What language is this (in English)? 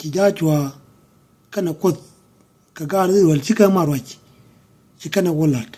Nuer